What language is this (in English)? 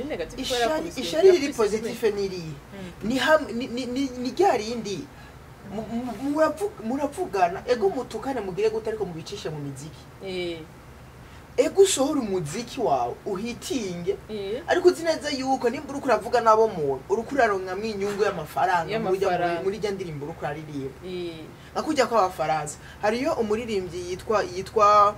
Rundi